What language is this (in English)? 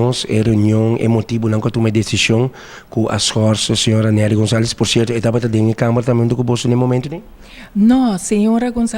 Papiamento